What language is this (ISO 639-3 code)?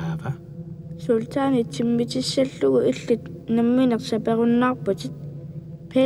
kal